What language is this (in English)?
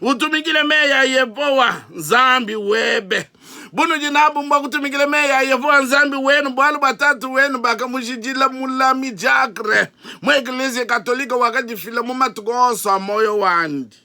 Luba-Lulua